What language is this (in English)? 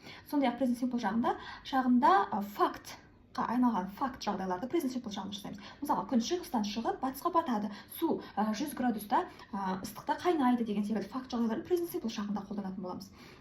Kazakh